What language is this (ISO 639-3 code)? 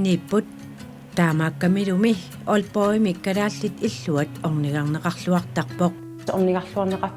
kal